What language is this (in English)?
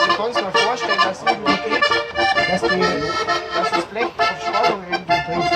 Bavarian